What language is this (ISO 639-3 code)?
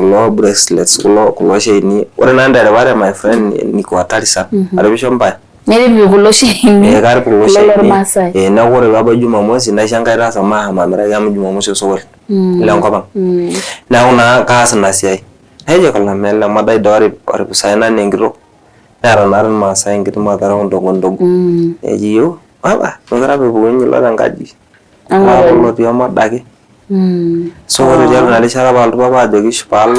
mas